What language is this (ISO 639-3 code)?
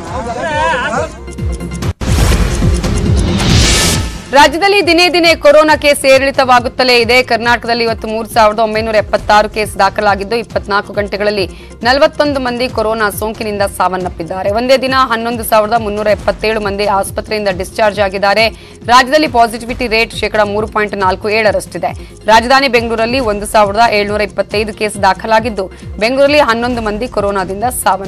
kan